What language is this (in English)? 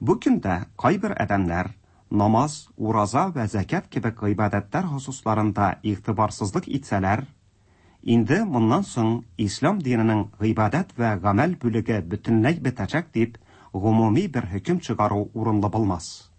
Tatar